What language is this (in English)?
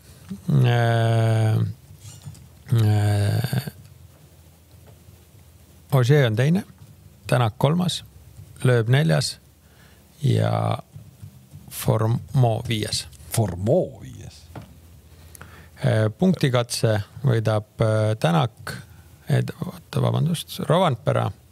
Estonian